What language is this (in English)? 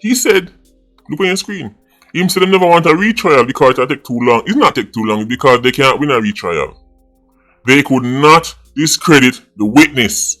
Jamaican Creole English